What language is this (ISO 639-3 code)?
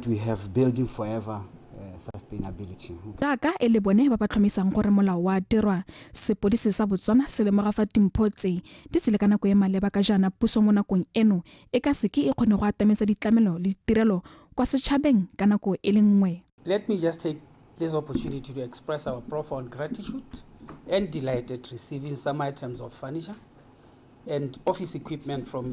tsn